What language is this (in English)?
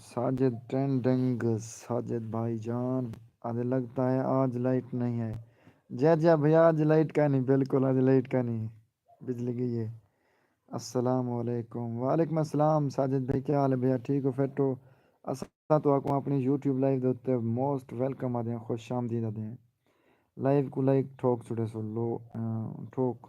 Saraiki